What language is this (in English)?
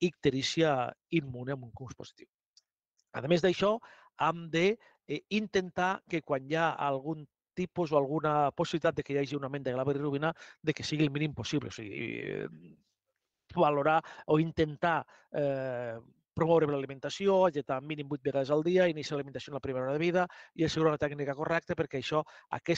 Catalan